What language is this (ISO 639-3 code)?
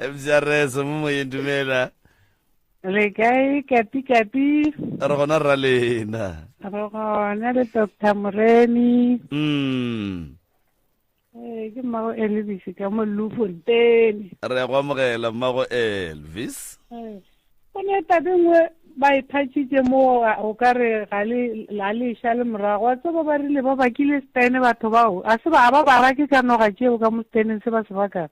nso